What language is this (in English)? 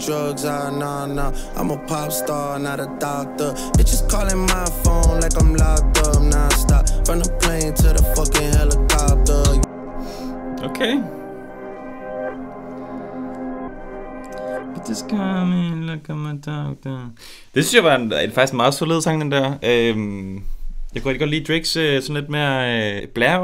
Danish